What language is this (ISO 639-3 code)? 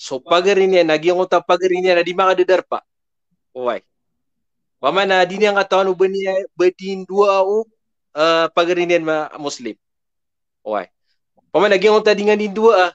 mrw